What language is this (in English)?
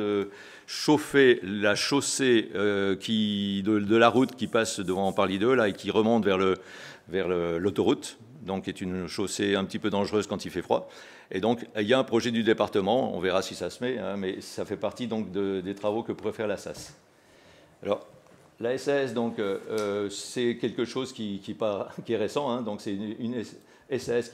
French